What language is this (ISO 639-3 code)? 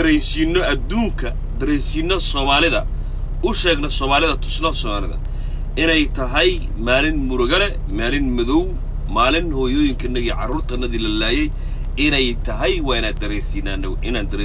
som